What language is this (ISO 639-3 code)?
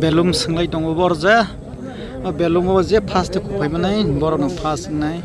trp